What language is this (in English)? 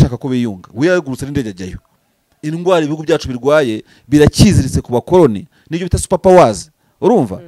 Kinyarwanda